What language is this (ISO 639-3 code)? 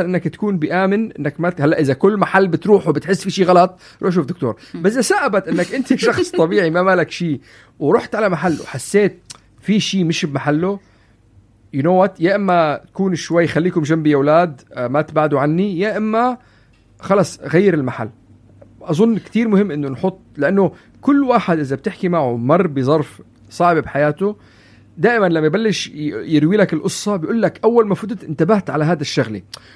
apc